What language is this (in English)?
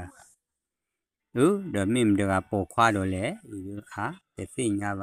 S'gaw Karen